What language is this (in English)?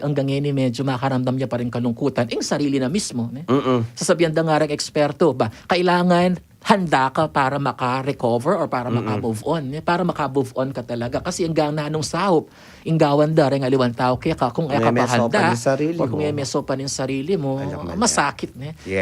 Pampanga